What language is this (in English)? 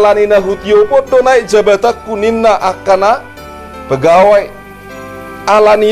Batak Toba